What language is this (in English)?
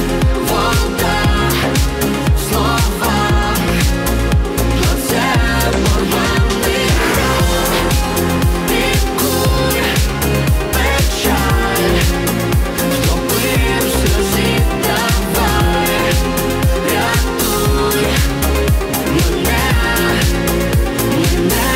Ukrainian